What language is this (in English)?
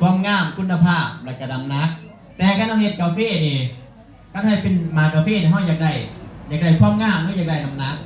Northeastern Thai